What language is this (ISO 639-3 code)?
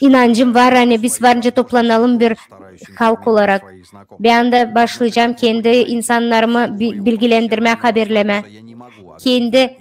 gag